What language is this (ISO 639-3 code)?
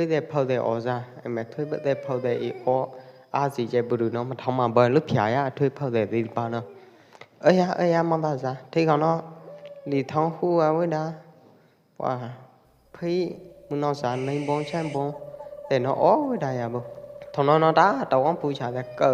kjp